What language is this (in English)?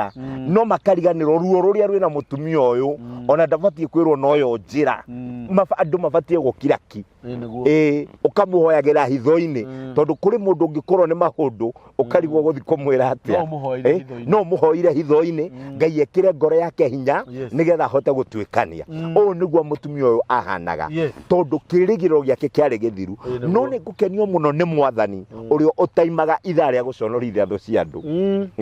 Kikuyu